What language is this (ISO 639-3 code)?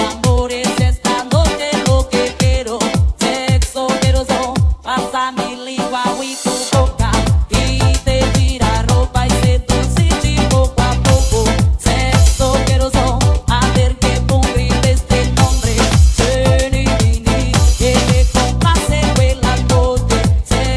spa